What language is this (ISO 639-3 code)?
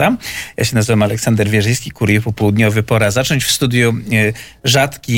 pol